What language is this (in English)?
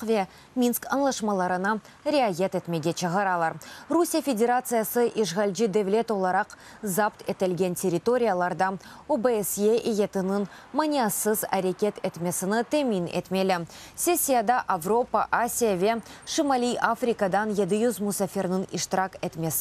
Crimean Tatar